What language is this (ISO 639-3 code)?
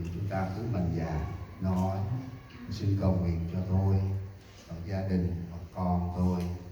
cmo